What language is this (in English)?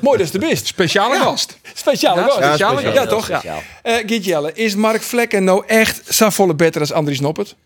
Western Frisian